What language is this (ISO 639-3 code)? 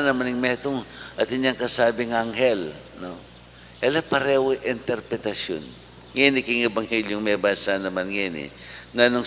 pam